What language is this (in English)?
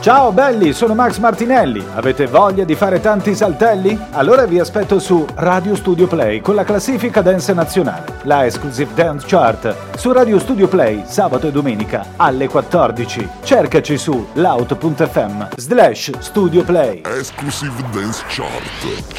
Italian